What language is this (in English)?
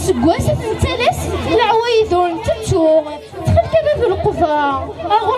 Kabyle